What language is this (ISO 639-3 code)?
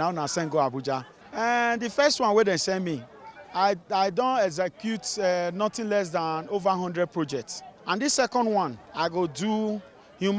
pcm